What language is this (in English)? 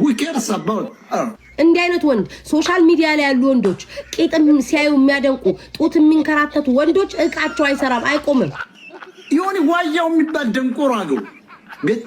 Amharic